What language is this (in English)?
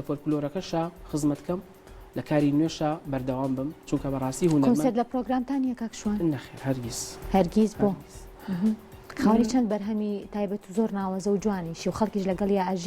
Central Kurdish